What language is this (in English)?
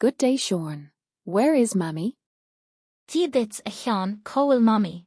Irish